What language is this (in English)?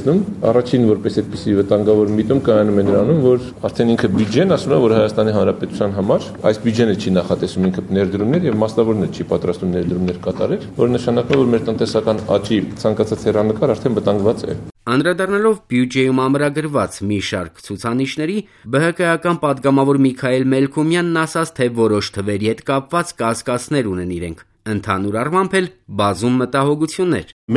Armenian